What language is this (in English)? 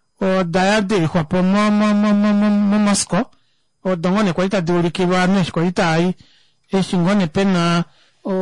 Kuanyama